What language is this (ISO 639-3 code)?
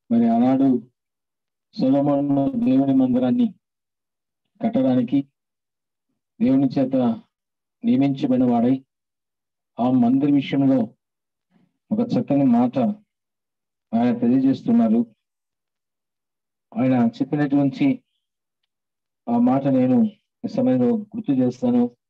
tel